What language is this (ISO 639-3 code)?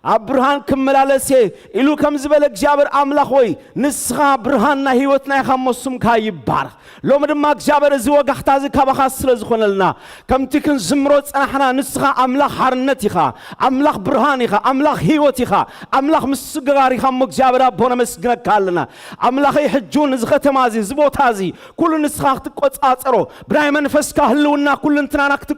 tir